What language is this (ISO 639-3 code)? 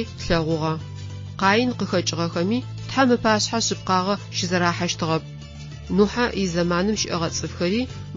ady